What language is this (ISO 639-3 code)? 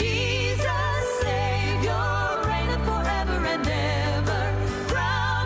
gil